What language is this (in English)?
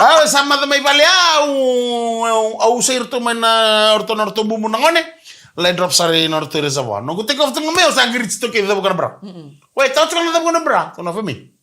Fijian